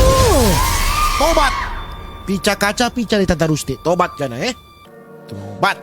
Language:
Manado Malay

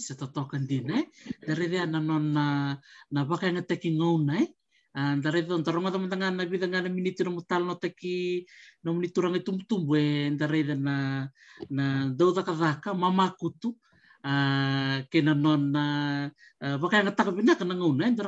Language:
Fijian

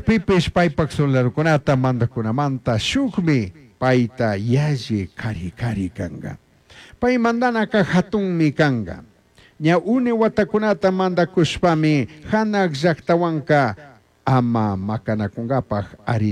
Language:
Chimborazo Highland Quichua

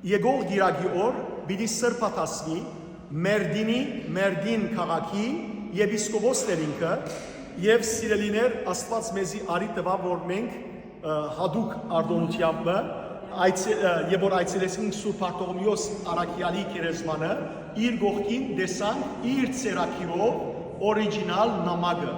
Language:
Western Armenian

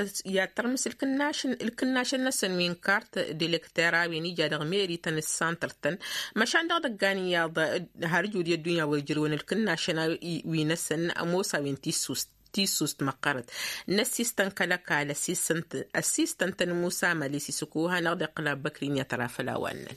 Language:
Tamasheq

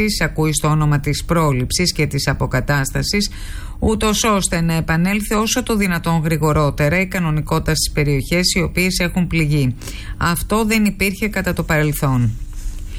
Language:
Greek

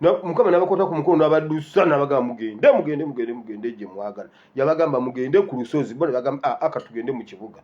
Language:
Ganda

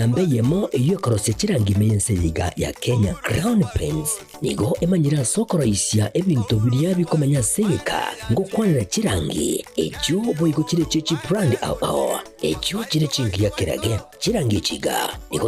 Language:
Gusii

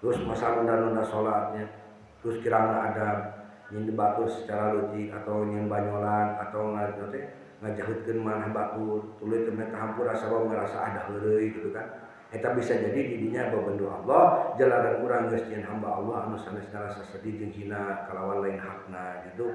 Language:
Sundanese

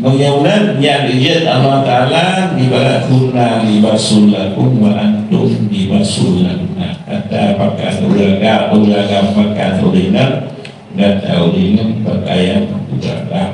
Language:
Achinese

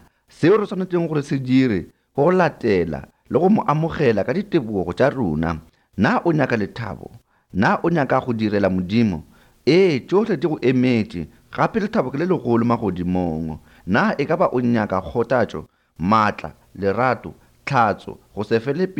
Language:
Northern Sotho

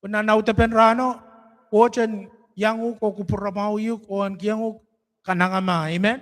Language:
Pohnpeian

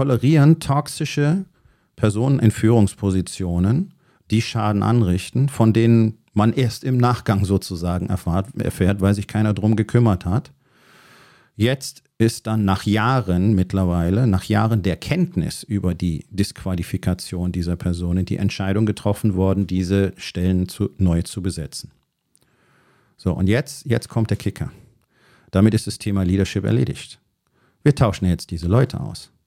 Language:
German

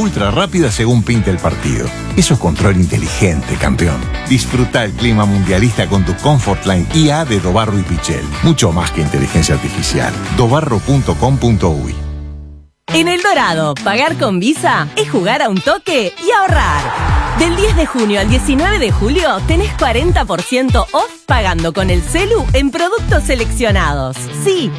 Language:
Spanish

